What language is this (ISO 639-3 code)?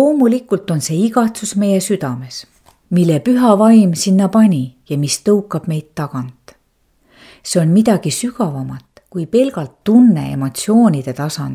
est